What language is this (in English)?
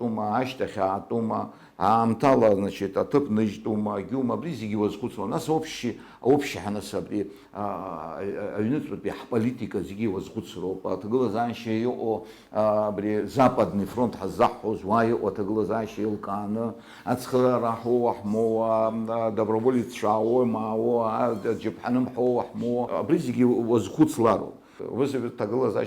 Abkhazian